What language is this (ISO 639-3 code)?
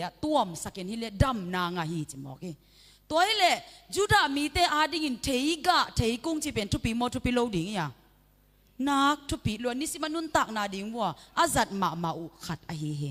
ctd